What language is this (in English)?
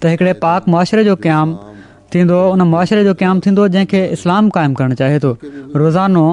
Sindhi